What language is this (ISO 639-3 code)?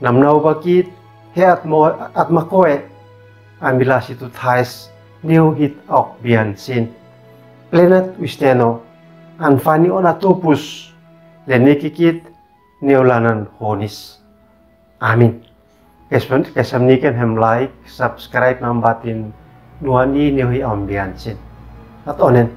aoz